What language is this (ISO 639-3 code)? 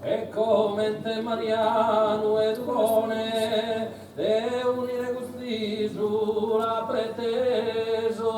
srd